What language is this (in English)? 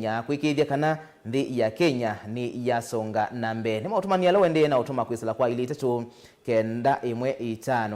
Kamba